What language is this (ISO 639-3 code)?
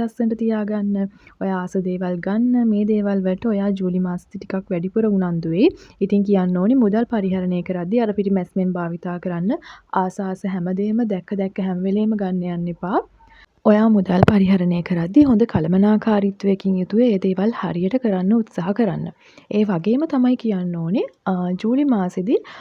sin